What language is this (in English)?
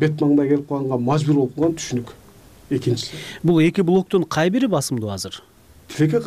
Kyrgyz